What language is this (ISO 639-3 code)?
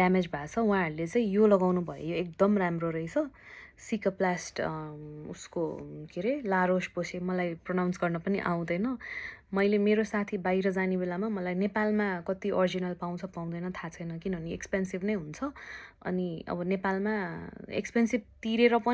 nep